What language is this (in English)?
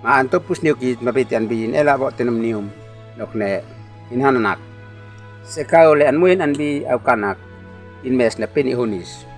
Uab Meto